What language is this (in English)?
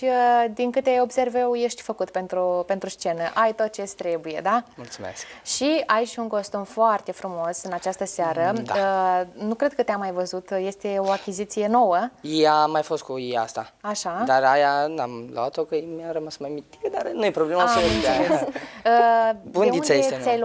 Romanian